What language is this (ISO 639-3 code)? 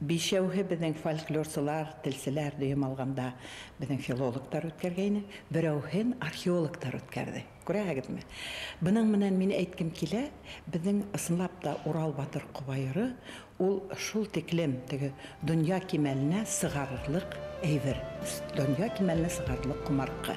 bak